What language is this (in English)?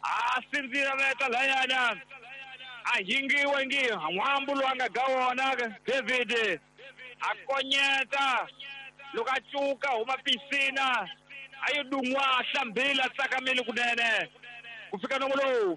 Tsonga